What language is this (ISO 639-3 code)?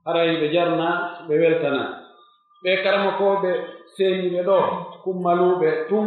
fuf